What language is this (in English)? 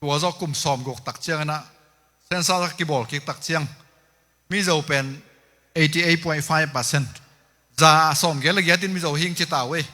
Tedim Chin